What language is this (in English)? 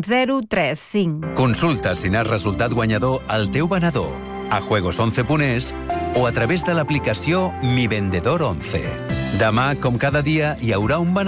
Catalan